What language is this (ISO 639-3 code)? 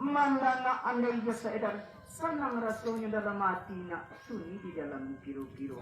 min